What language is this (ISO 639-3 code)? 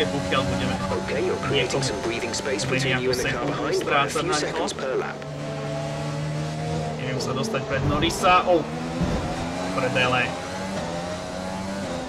slk